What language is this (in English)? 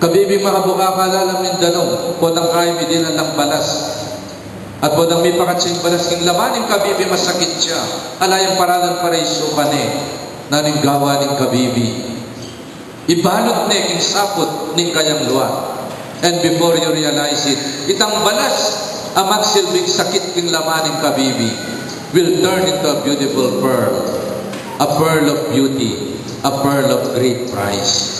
Pampanga